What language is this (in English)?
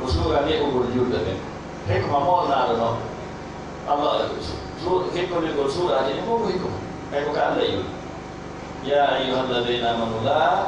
Fula